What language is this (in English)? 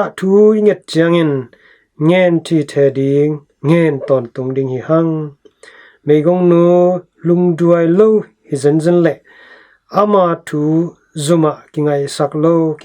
Tedim Chin